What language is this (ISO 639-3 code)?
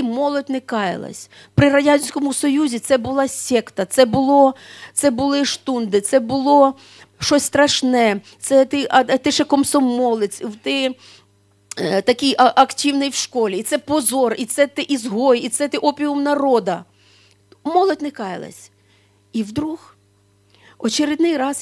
ukr